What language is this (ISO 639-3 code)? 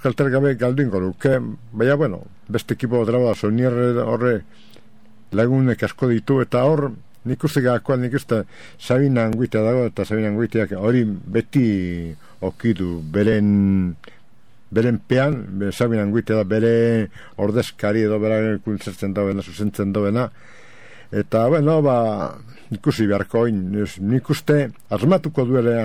eus